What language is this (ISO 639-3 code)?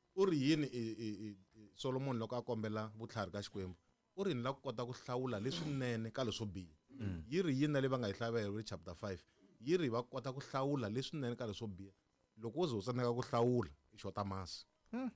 tso